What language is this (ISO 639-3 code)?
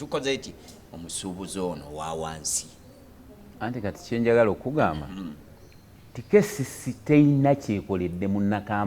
lug